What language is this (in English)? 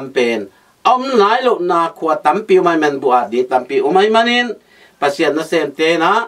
Tedim Chin